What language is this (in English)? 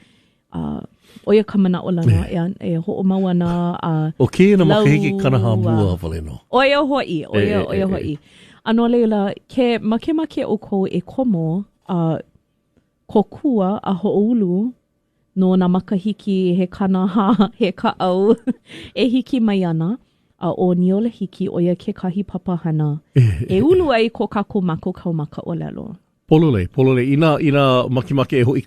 Hawaiian